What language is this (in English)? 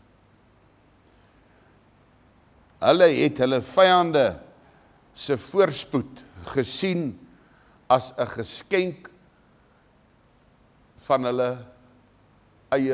Afrikaans